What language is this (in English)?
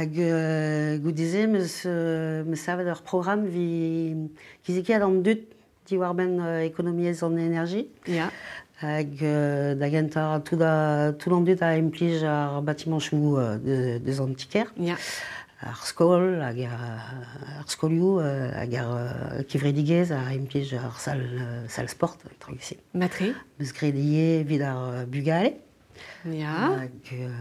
Breton